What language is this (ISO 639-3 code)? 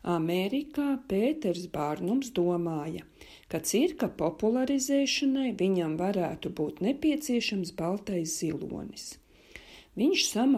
lav